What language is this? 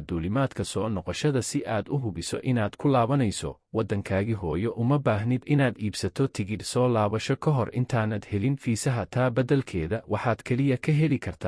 Somali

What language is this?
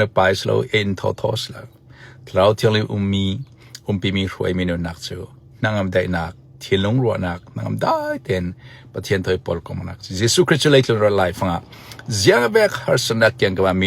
Falam Chin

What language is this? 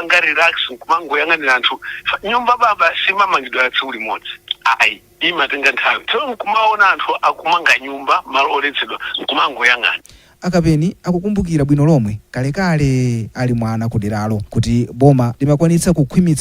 Nyanja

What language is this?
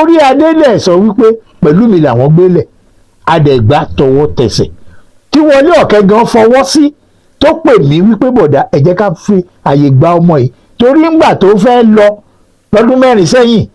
Yoruba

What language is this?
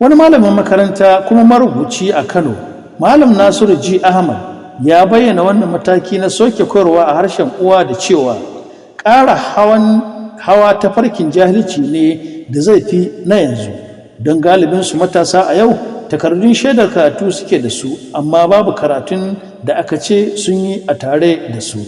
Hausa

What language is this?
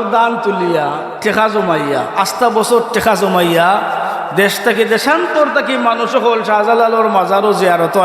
Sylheti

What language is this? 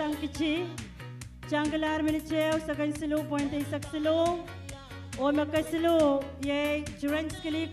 Pohnpeian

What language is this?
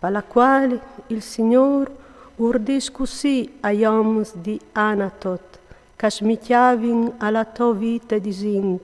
Friulian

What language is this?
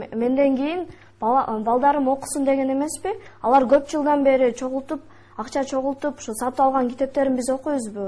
Kyrgyz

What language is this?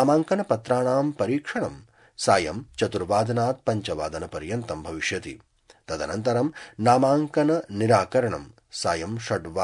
Sanskrit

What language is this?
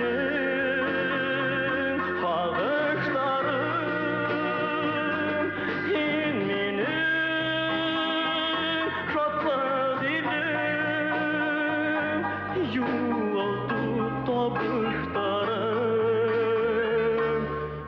Bashkir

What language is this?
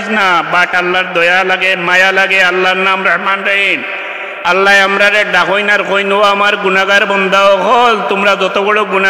Sylheti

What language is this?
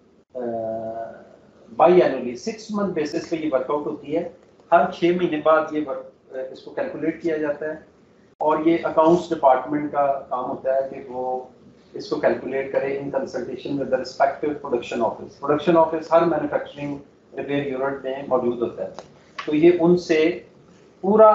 Hindi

